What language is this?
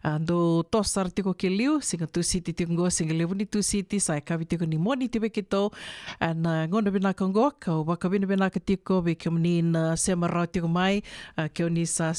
Fijian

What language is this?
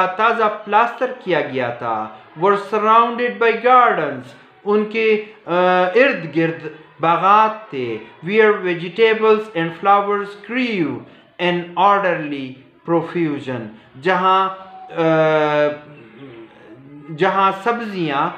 Urdu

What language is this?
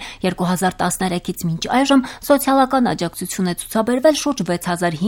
Armenian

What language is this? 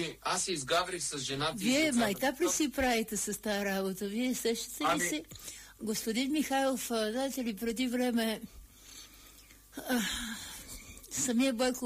Bulgarian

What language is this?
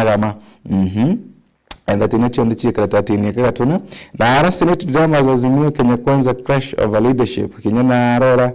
Meru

